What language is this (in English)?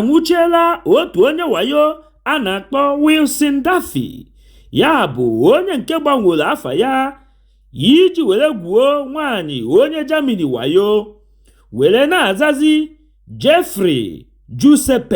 Igbo